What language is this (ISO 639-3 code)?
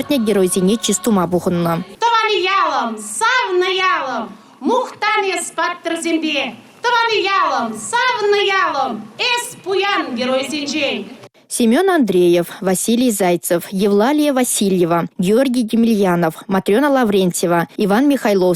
chv